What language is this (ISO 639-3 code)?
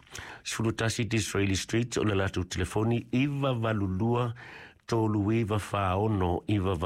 smo